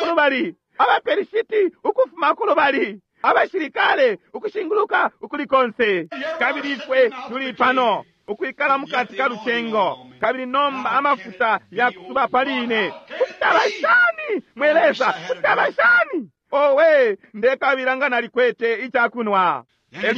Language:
Bemba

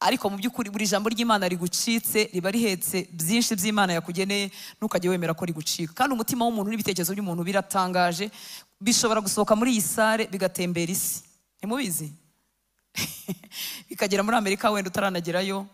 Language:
Kinyarwanda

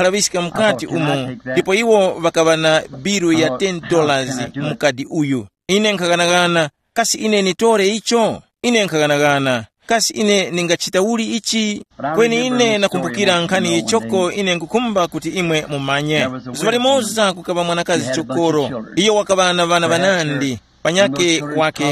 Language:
Tumbuka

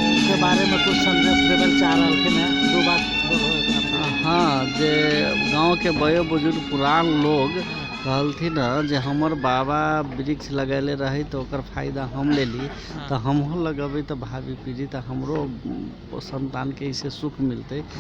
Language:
Magahi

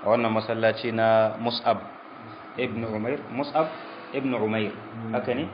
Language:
Hausa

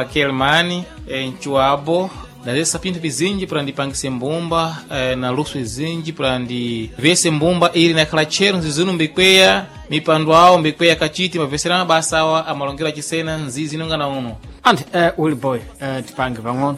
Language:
Sena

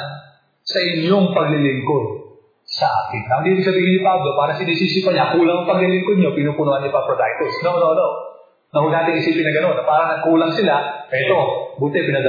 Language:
Filipino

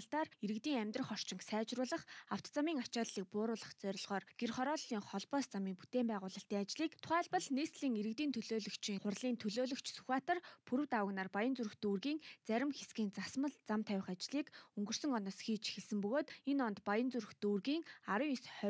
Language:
Mongolian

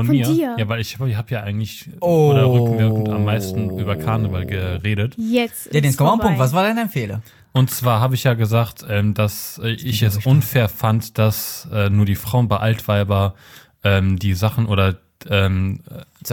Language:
German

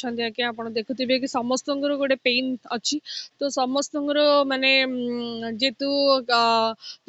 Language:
Odia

